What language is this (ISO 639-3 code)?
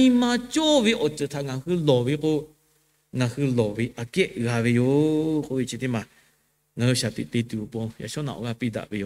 lhu